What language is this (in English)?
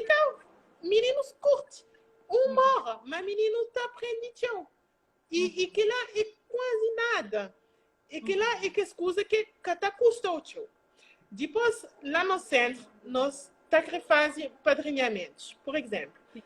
Kabuverdianu